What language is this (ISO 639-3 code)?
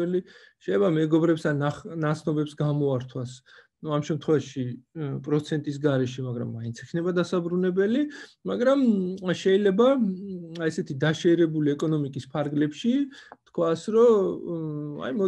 kat